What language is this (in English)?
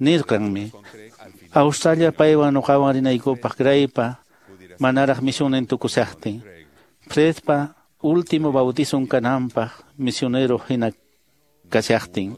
Quechua